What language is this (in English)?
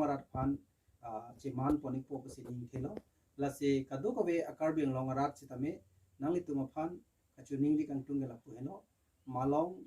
Karbi